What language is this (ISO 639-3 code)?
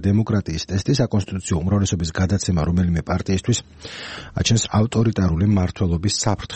kat